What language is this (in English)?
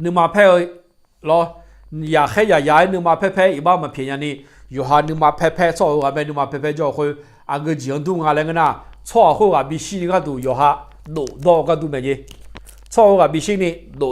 Akha